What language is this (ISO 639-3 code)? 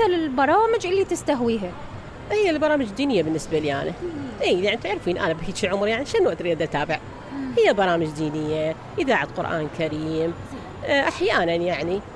acm